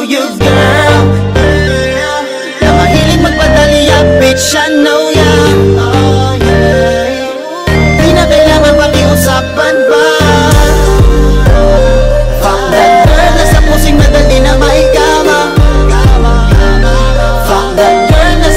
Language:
Filipino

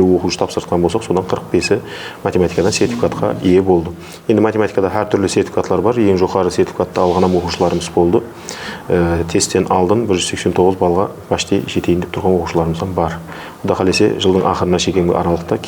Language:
Kara-Kalpak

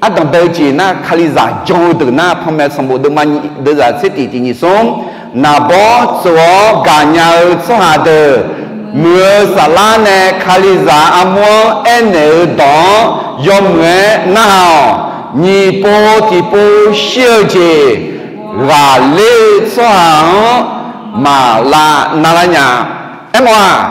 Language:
Akha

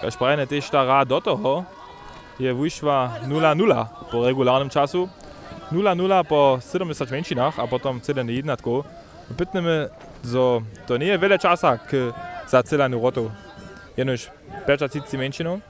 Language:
Upper Sorbian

